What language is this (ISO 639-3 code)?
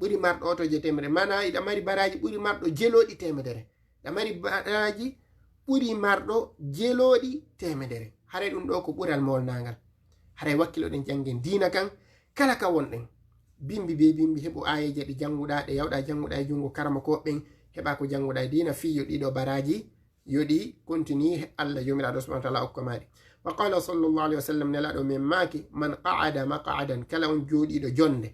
ful